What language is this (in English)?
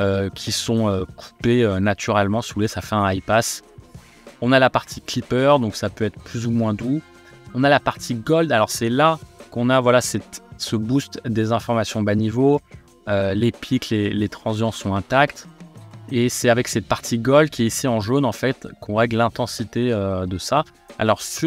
French